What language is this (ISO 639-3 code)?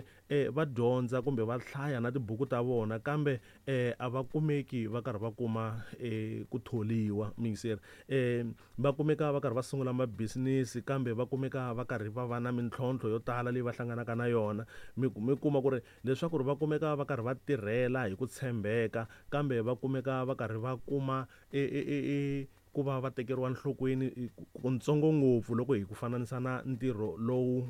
tso